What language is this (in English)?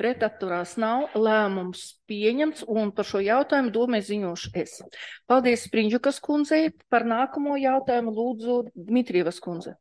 Latvian